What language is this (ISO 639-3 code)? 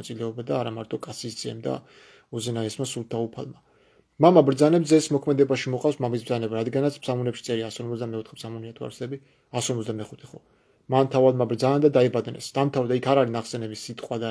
kat